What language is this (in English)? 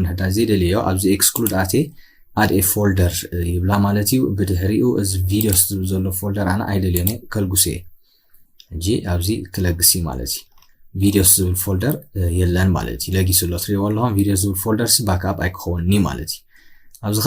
Tigrinya